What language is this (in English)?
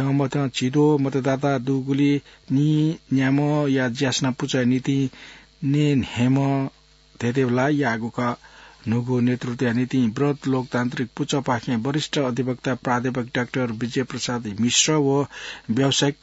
Newari